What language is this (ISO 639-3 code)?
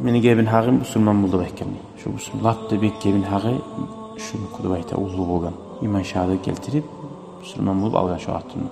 kum